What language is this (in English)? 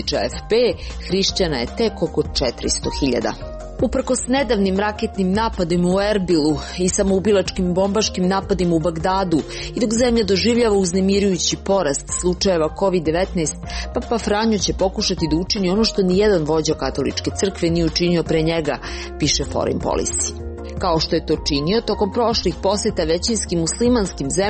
Serbian